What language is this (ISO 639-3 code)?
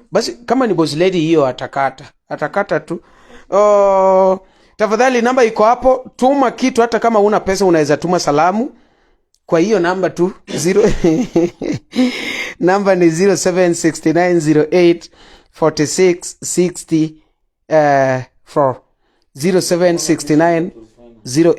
luo